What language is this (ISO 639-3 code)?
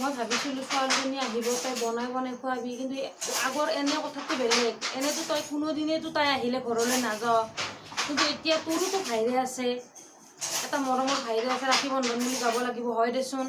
asm